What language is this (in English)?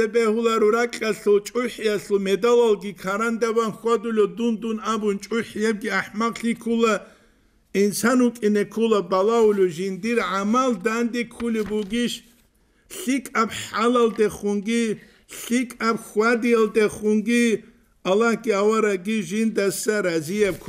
Avaric